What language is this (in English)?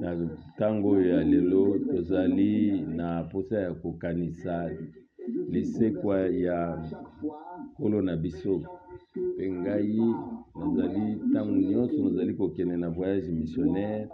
Lingala